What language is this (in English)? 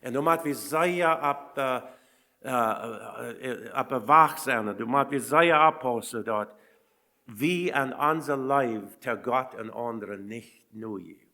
Plautdietsch